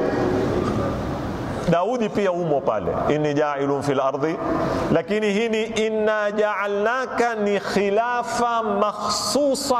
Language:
Swahili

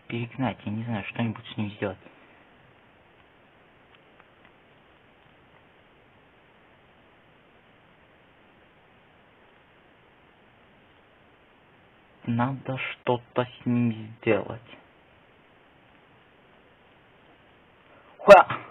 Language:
Russian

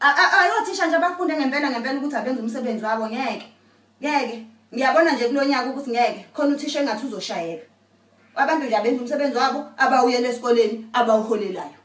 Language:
Zulu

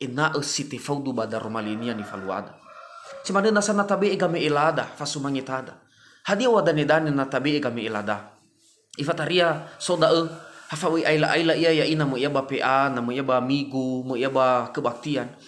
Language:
Nias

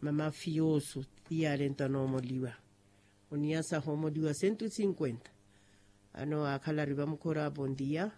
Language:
Makhuwa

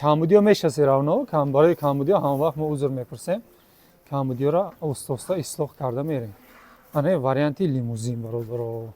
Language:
Tajik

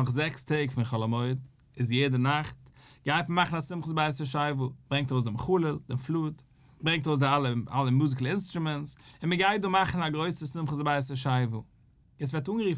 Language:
Yiddish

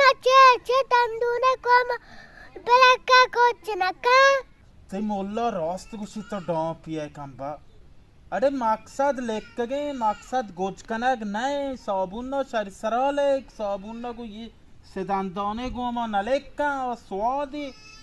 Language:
Baluchi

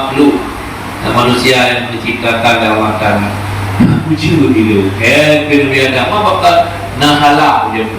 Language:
Achinese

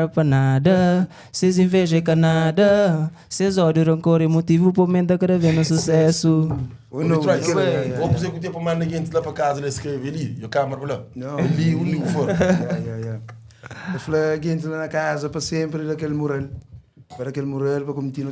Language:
Kabuverdianu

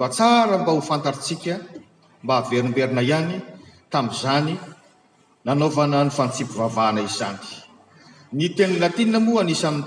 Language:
Malagasy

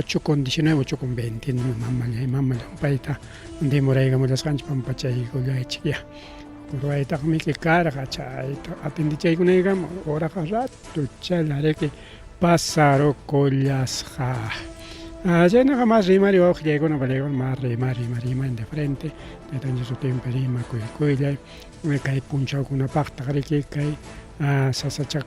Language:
Ayacucho Quechua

